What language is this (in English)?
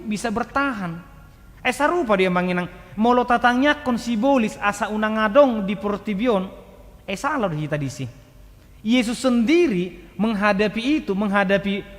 Batak Toba